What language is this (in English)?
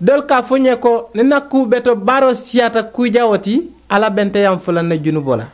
Mandingo